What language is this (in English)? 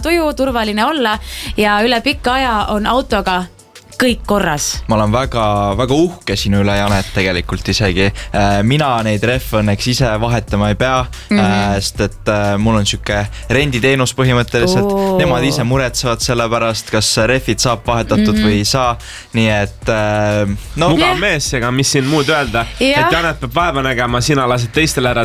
Estonian